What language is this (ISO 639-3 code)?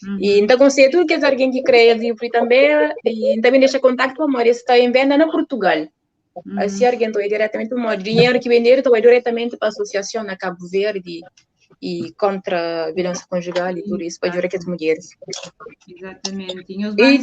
kea